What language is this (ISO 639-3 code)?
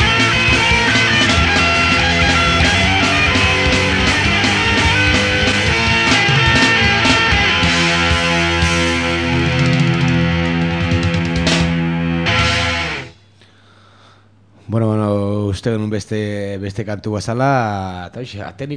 eus